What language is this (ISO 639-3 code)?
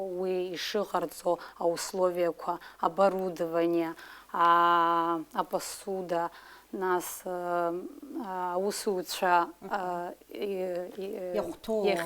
abk